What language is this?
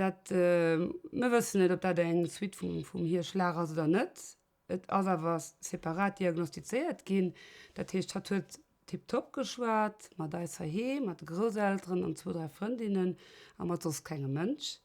Luxembourgish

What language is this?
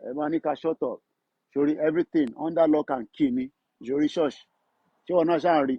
Yoruba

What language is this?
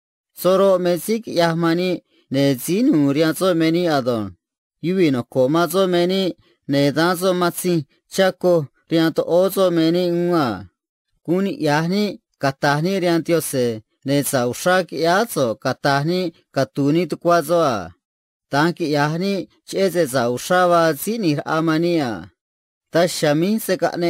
Copala Triqui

